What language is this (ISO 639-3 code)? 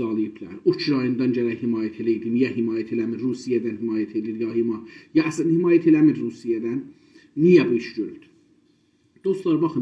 azb